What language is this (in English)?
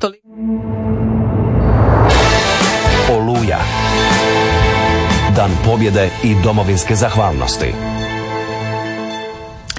Croatian